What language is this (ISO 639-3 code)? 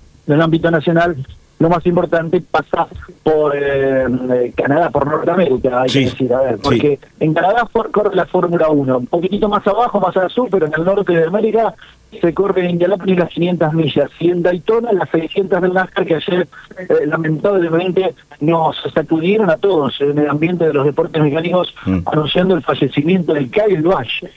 spa